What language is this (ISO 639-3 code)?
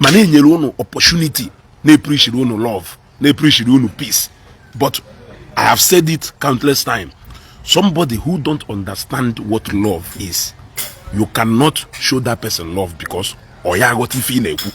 ibo